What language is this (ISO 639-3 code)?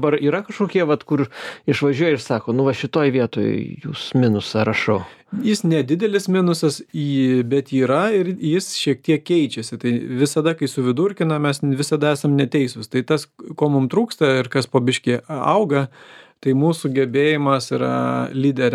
lit